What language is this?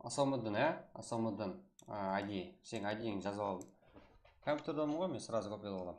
Kara-Kalpak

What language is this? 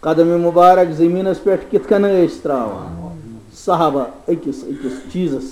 Kashmiri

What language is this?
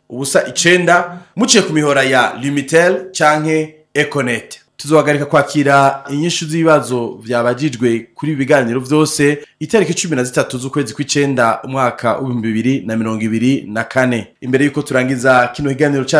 Rundi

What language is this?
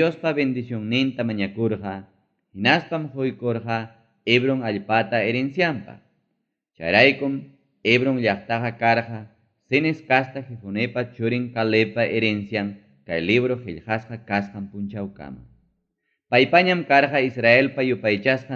Ayacucho Quechua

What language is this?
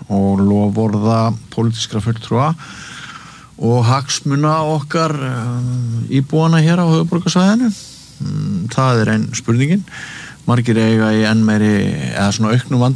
Icelandic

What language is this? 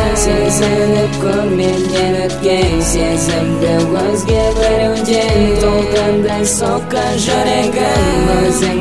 Kazakh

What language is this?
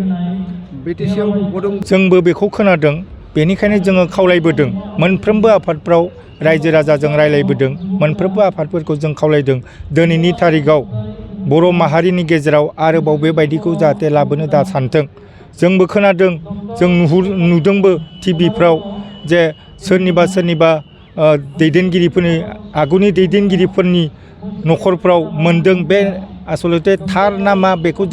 Bodo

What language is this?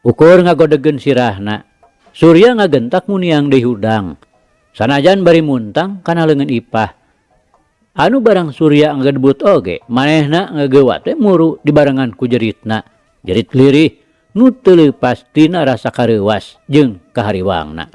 Sundanese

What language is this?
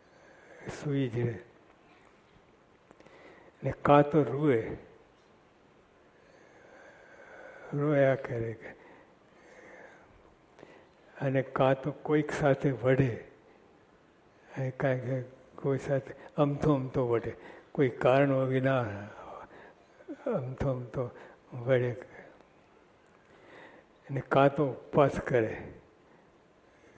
Gujarati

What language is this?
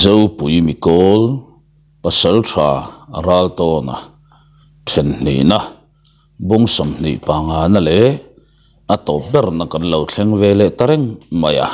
Mizo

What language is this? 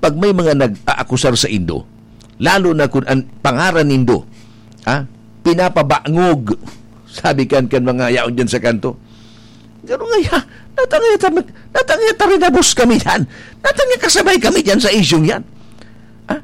Bikol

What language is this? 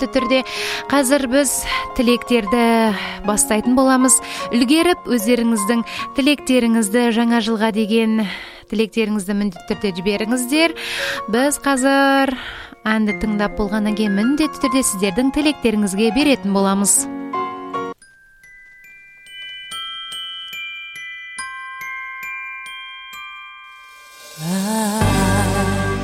Kazakh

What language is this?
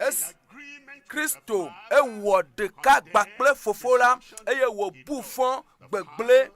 Ewe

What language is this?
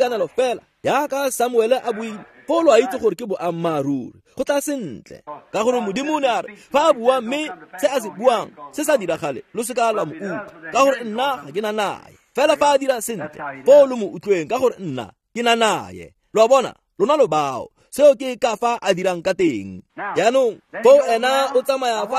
Tswana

